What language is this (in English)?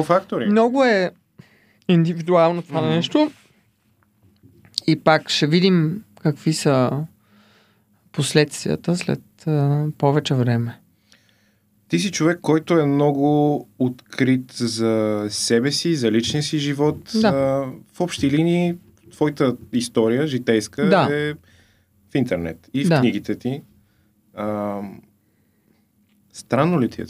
Bulgarian